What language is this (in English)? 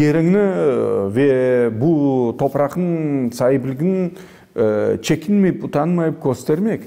Crimean Tatar